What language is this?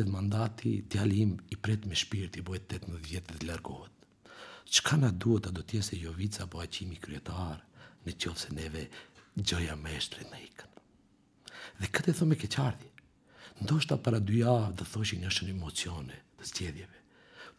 Albanian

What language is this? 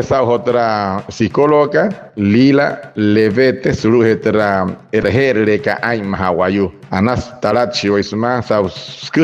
Wayuu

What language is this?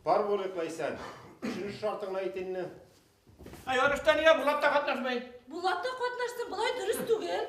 Bashkir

